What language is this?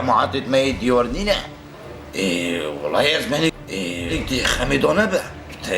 Kurdish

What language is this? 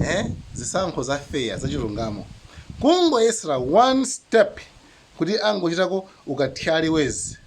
Nyanja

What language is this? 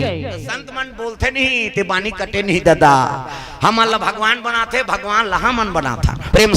Chhattisgarhi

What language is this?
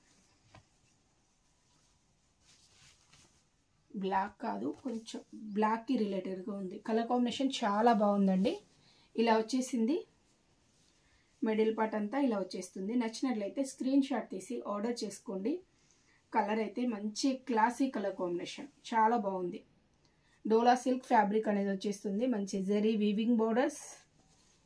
Telugu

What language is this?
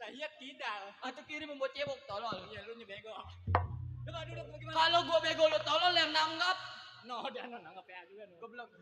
Betawi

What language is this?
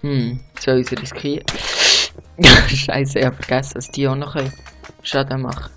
Swiss German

